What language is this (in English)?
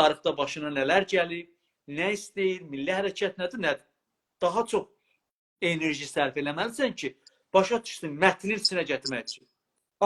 South Azerbaijani